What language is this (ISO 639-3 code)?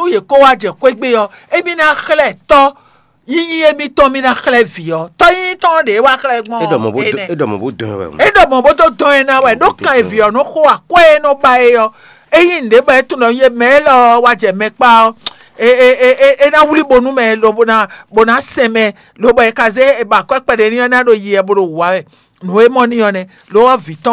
fon